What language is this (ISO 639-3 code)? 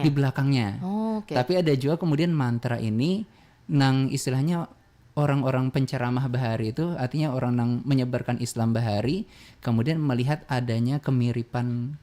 bjn